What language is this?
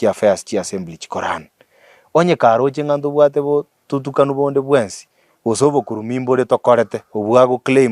Gusii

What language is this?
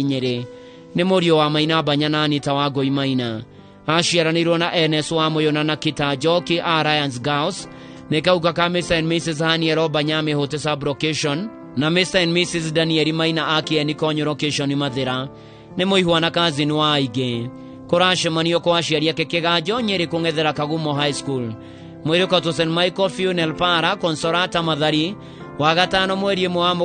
Kikuyu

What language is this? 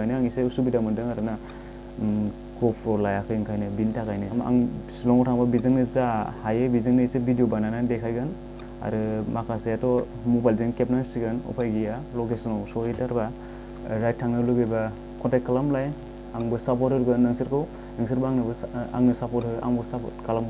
Bodo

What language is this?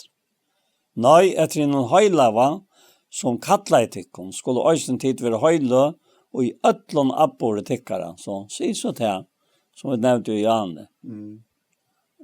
Faroese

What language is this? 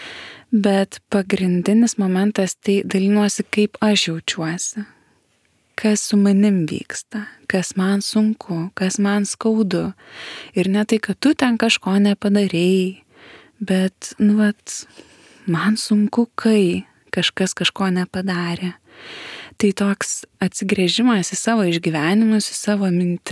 Lithuanian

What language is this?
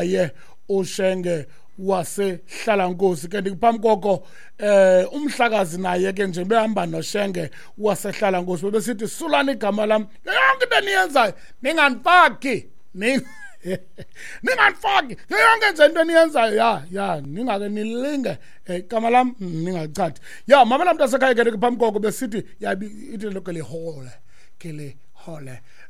Xhosa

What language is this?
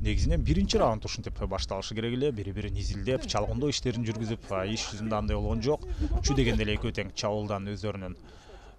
Kyrgyz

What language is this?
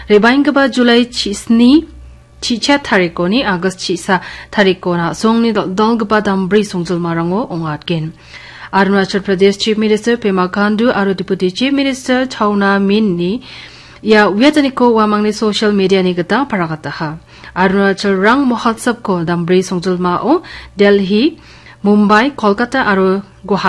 Garo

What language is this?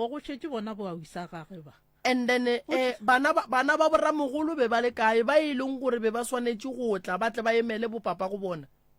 Northern Sotho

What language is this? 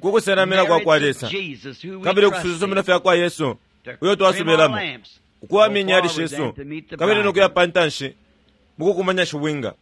Bemba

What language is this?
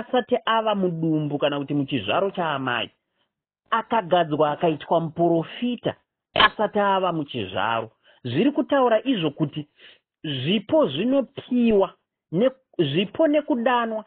Shona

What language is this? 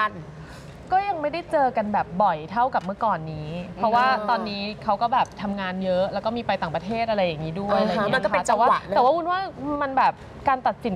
Thai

